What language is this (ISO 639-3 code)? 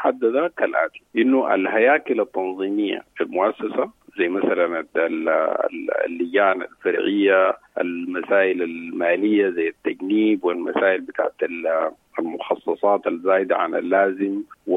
apd